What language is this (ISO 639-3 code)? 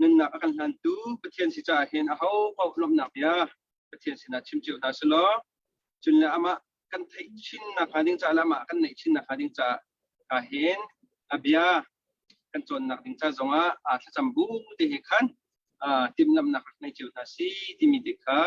cnh